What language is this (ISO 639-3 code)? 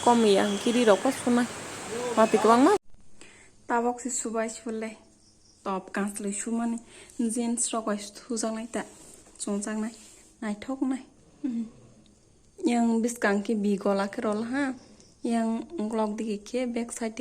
trp